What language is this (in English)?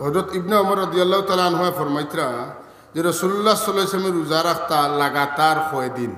Sylheti